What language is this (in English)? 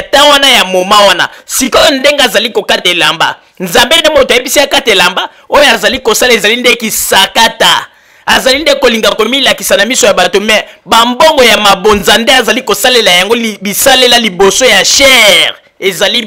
Lingala